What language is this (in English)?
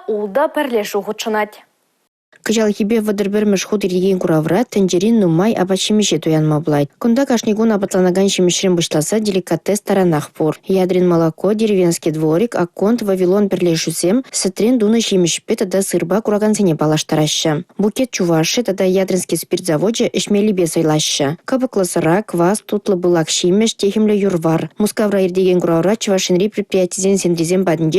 Chuvash